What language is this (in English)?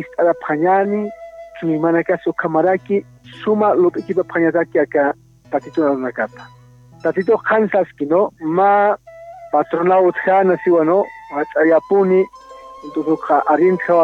Aymara